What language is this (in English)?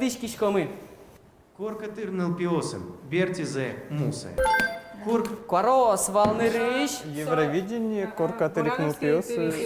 Udmurt